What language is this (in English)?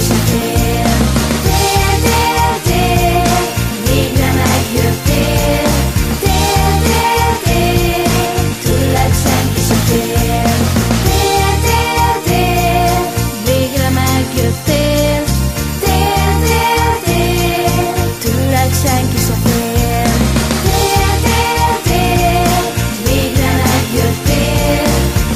Hungarian